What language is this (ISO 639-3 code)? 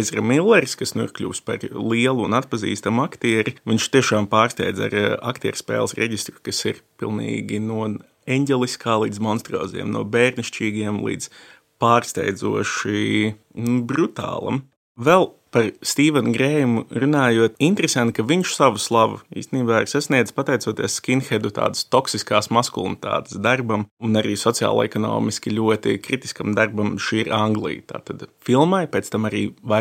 lav